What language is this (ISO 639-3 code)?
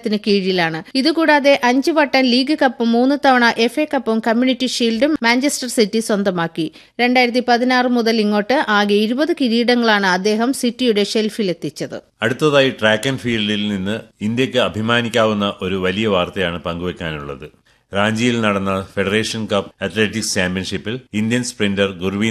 mal